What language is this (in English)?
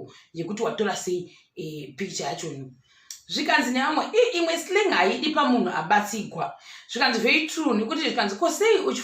Shona